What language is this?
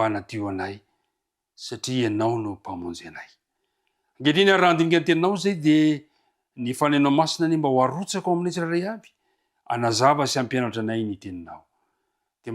Malagasy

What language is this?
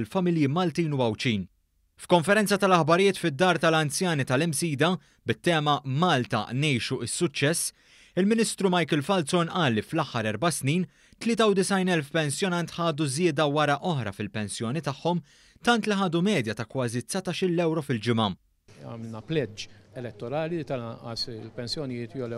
Maltese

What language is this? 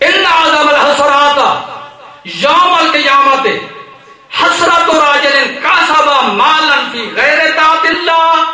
Saraiki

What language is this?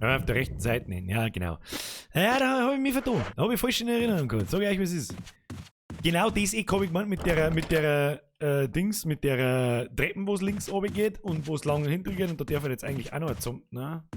Bavarian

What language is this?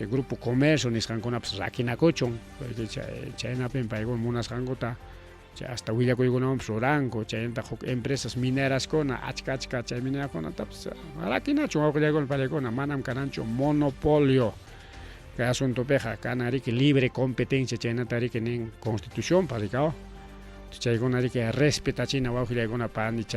Ayacucho Quechua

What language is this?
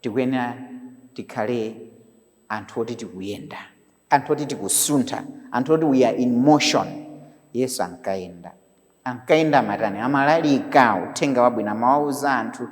Nyanja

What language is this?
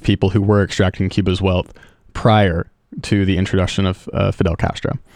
English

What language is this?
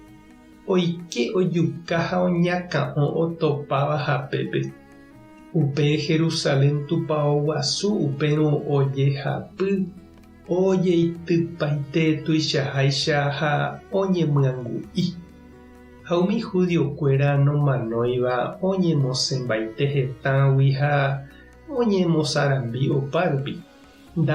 Guarani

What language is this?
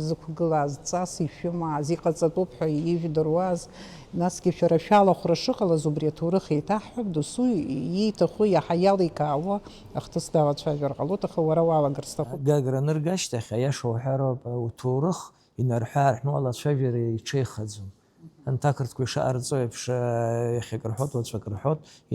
Abkhazian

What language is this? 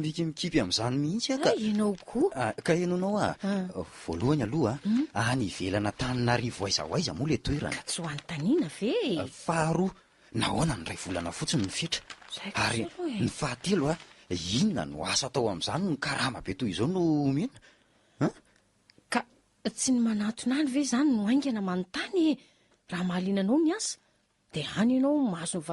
Malagasy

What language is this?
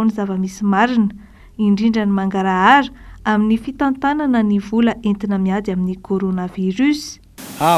Malagasy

